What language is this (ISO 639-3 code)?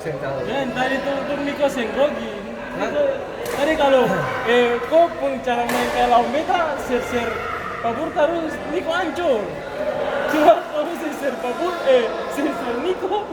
abs